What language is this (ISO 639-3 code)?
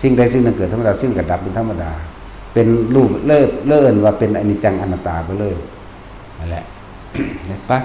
lao